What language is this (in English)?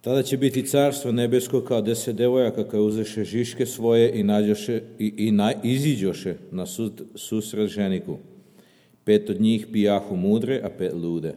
Serbian